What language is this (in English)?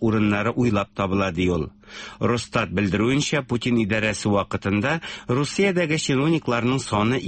Tatar